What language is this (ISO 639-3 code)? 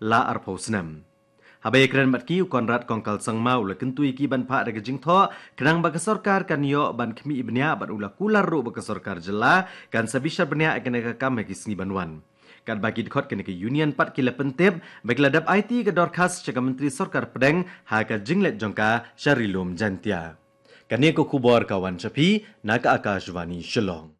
kha